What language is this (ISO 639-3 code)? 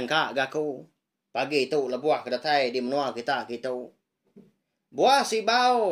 iba